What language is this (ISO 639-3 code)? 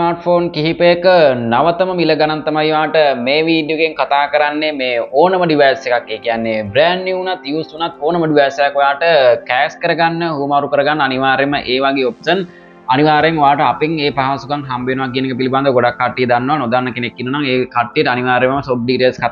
sin